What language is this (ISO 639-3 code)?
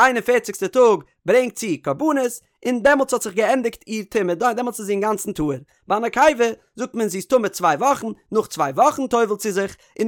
yid